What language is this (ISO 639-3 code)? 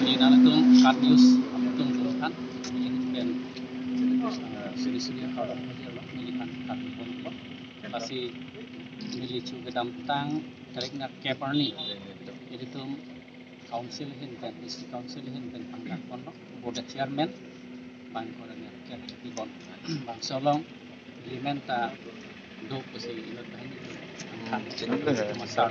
mjw